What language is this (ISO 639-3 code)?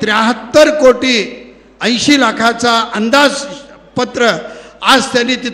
mar